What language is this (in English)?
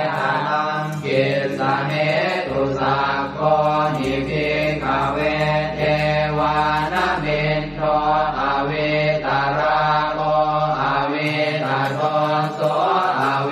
Pali